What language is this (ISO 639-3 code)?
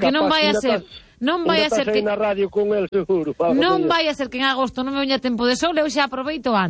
glg